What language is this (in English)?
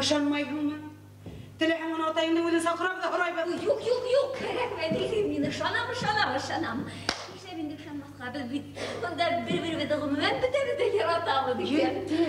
Bashkir